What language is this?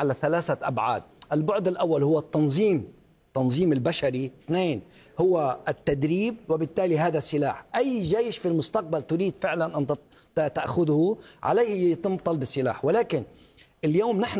Arabic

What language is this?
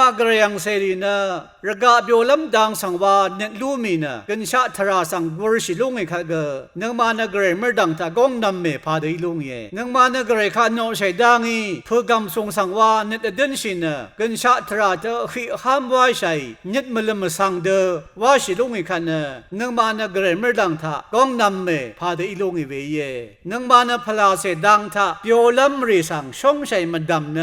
Rawang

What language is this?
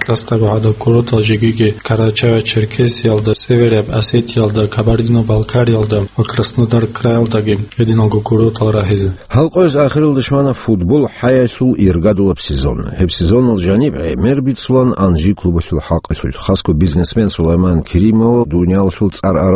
Avaric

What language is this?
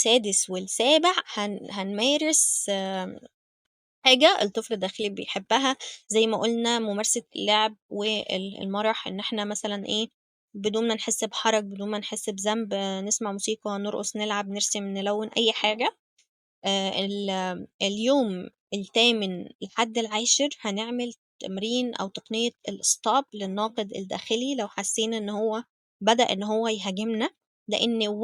Egyptian Arabic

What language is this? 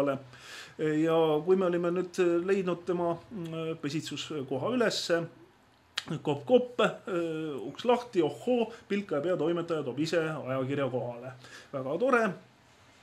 Estonian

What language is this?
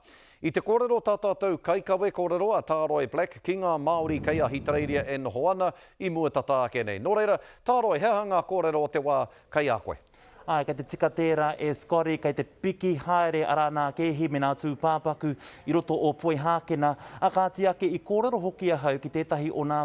Māori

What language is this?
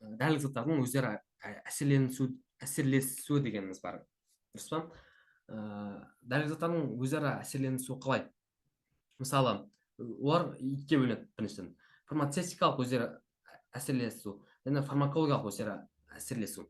Kazakh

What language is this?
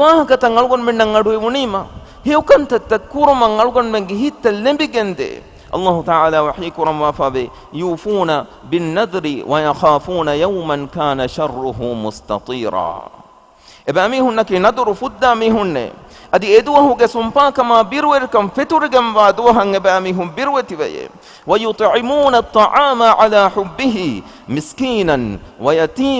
Divehi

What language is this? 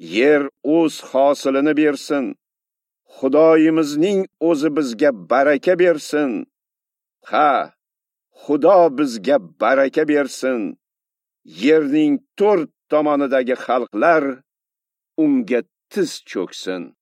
Uzbek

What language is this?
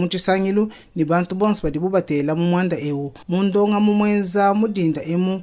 Luba-Lulua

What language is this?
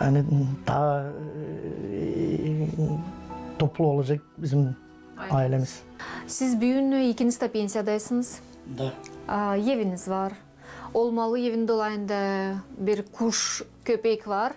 Gagauz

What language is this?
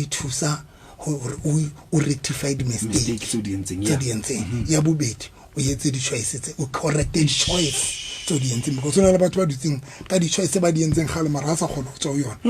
Southern Sotho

